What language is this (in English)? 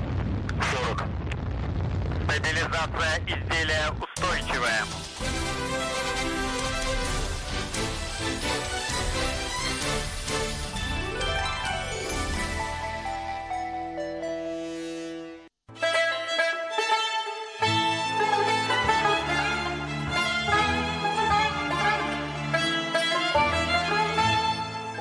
Bosnian